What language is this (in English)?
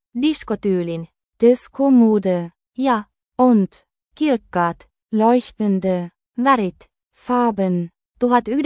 Finnish